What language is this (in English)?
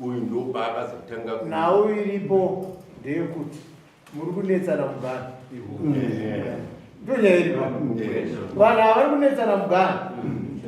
Shona